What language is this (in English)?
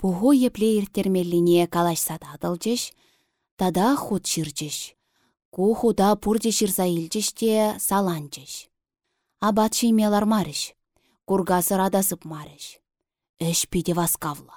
Chuvash